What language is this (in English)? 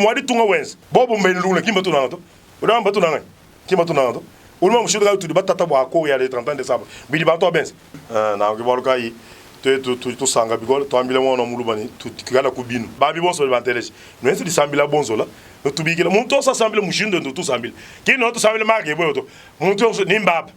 Luba-Lulua